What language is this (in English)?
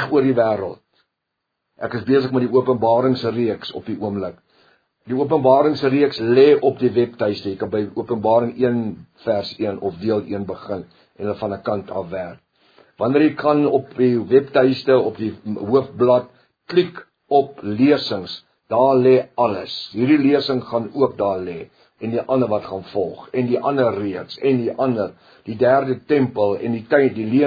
Afrikaans